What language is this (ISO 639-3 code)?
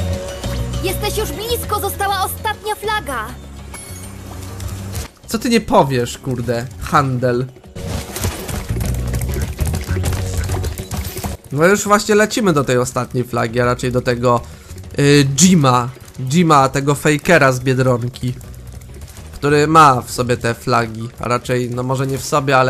pol